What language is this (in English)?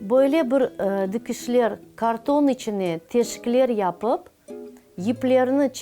Crimean Tatar